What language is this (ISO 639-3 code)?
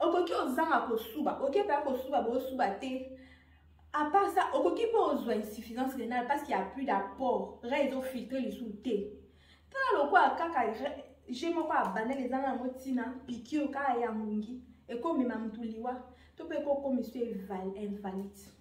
lin